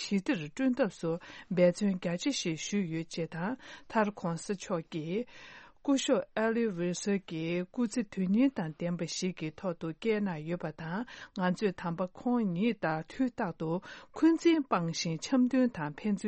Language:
Tibetan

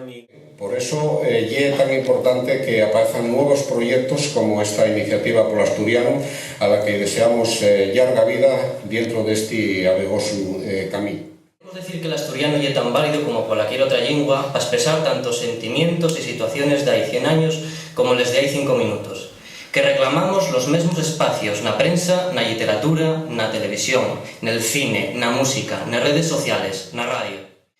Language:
Asturian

